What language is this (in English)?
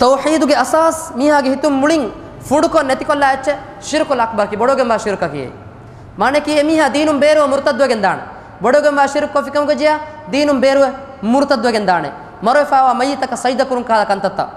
Divehi